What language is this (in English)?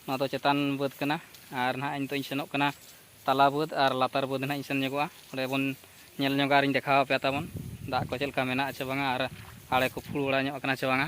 Santali